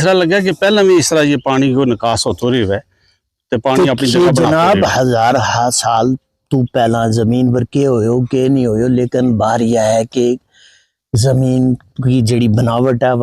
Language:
Gujari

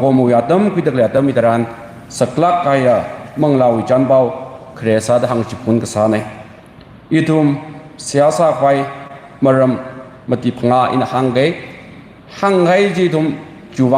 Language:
Tangkhul Naga (India)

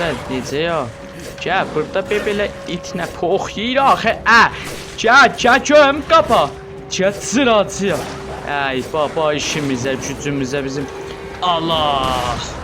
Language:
South Azerbaijani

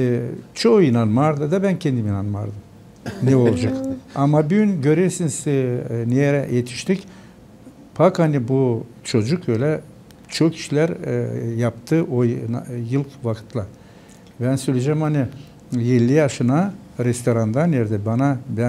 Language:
Gagauz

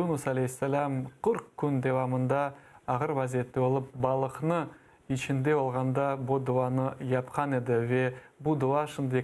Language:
Crimean Tatar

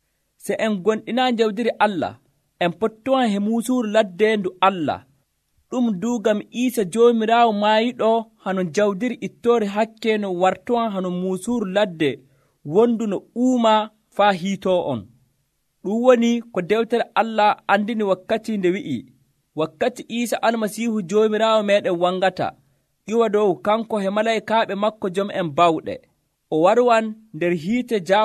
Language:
Nigerian Fulfulde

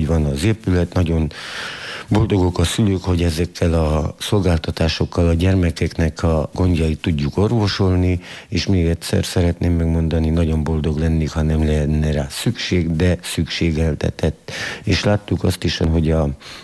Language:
Hungarian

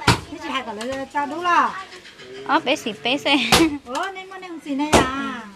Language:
Hmong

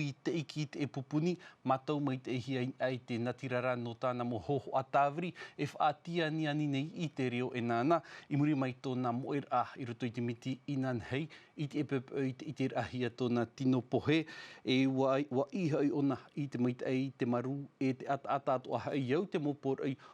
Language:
Tahitian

